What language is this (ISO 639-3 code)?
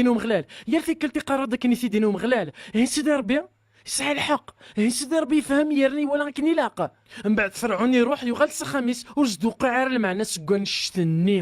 kab